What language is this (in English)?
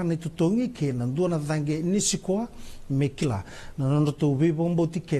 Fijian